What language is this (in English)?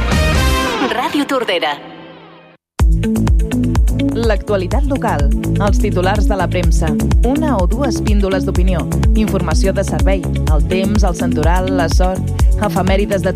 Catalan